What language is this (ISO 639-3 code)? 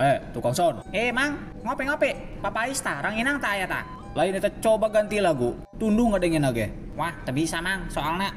sun